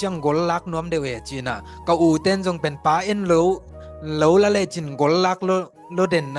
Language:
Tedim Chin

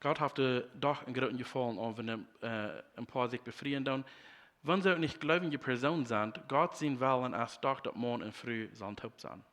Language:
Plautdietsch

